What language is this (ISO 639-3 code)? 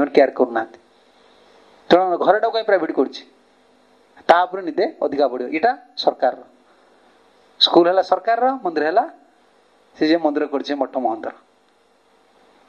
ori